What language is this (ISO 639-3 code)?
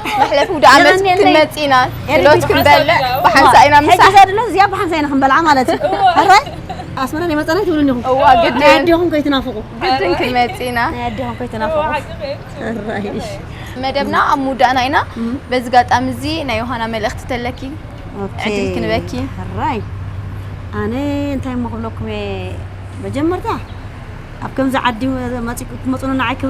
tir